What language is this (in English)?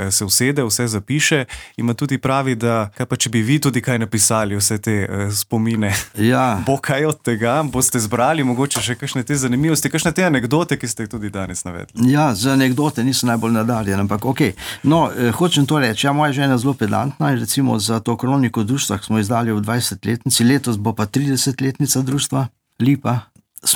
Slovenian